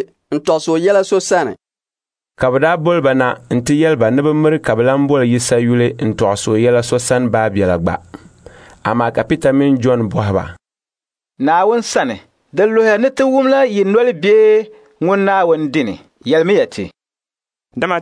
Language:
Dagbani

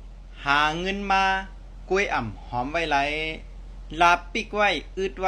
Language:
Shan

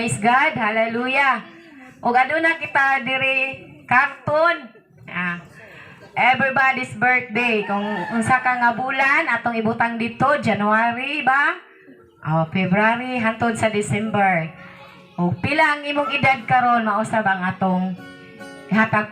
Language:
Cebuano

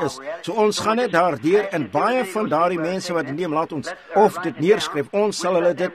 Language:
Afrikaans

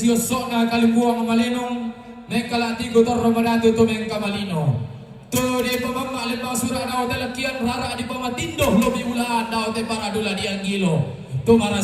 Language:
Toraja-Sa'dan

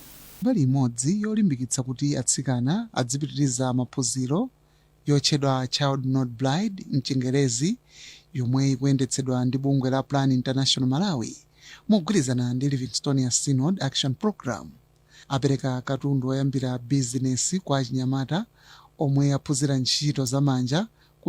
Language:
Nyanja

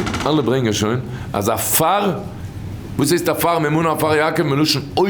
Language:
Yiddish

